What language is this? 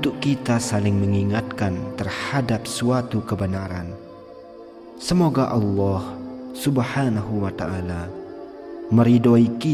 Indonesian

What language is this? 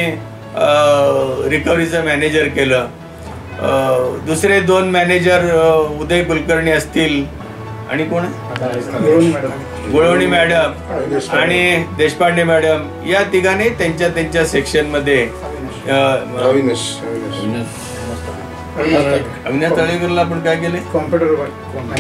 Marathi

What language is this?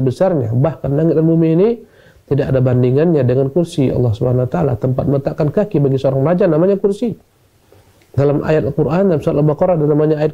Indonesian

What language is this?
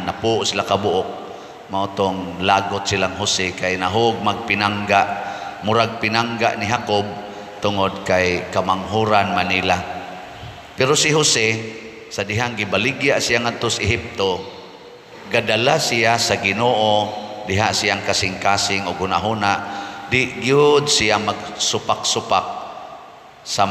Cebuano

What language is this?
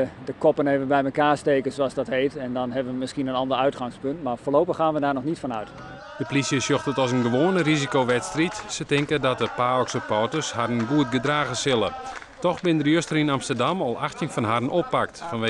Western Frisian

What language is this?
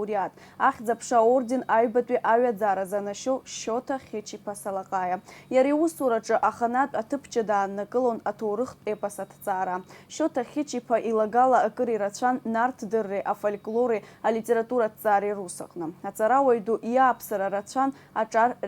Abkhazian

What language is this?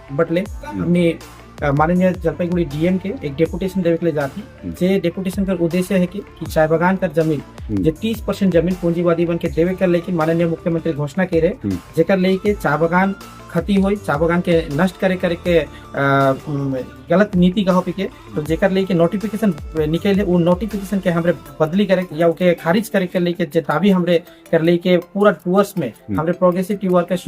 Sadri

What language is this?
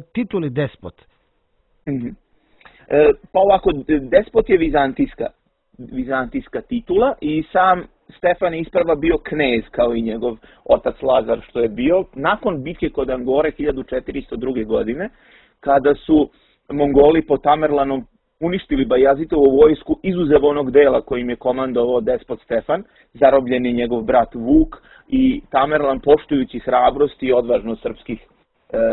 Serbian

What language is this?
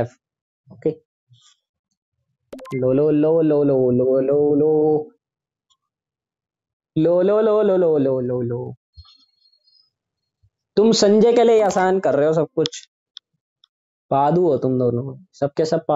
Hindi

